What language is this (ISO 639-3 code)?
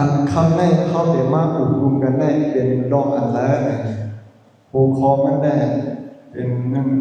shn